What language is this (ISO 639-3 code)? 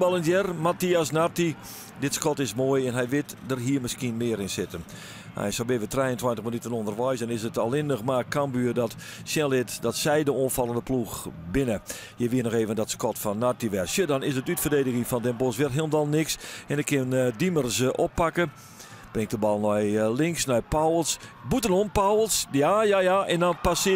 fry